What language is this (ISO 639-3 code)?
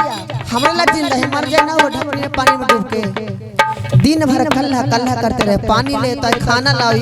mag